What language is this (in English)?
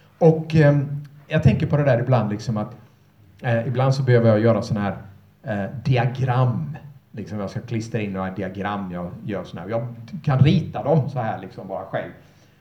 Swedish